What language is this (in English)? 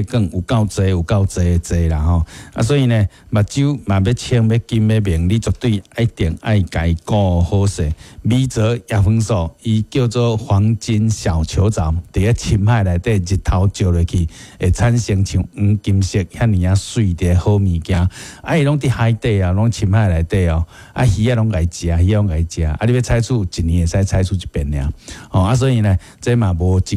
Min Nan Chinese